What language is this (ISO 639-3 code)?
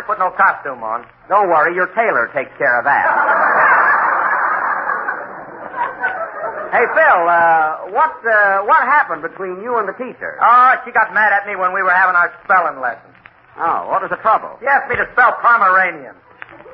eng